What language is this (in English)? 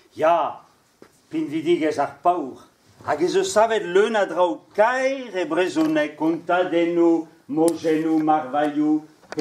Breton